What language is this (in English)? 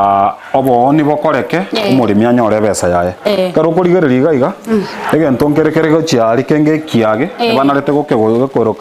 Gusii